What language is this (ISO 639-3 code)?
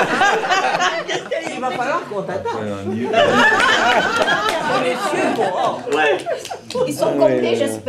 fra